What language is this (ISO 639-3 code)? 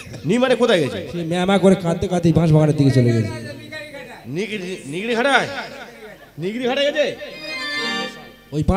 ben